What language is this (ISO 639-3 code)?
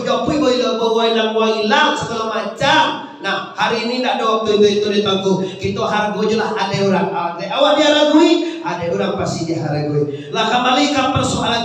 min